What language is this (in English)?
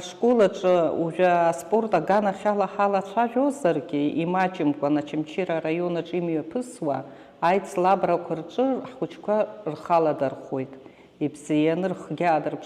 Abkhazian